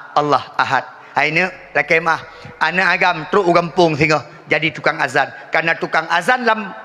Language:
Achinese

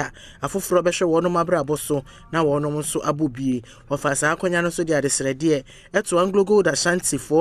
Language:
Akan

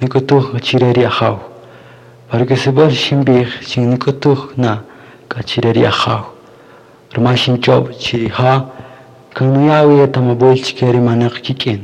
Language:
Kaqchikel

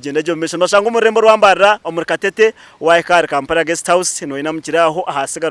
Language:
Nyankole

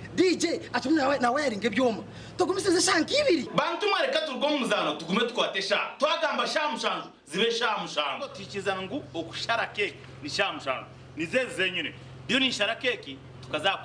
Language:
Nyankole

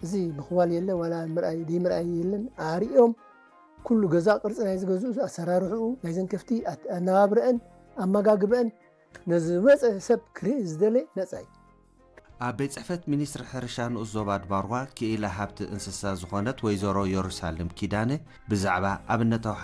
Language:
Tigrinya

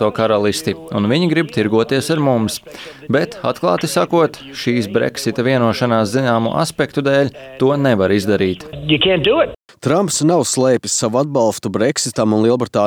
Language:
Latvian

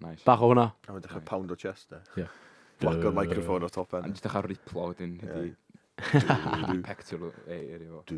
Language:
Welsh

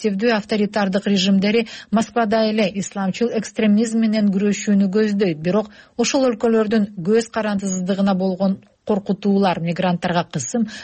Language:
Kyrgyz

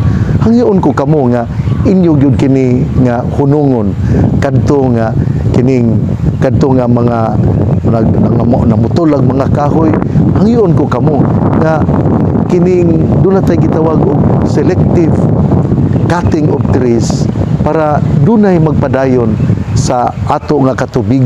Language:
Cebuano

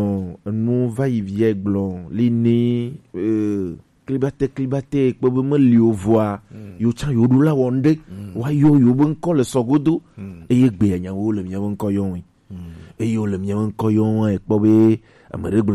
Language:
Gen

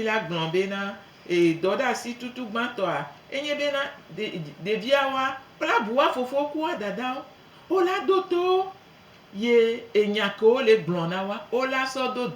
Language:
Gen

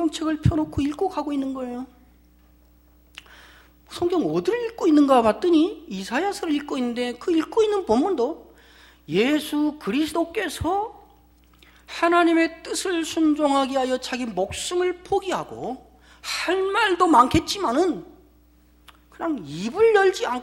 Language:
Korean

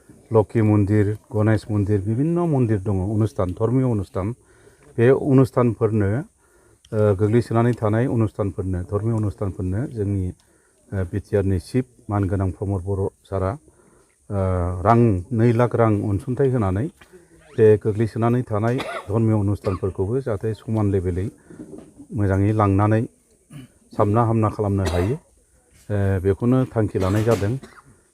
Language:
Bodo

